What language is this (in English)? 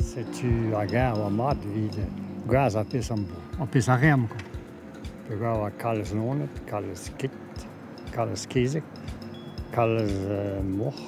Breton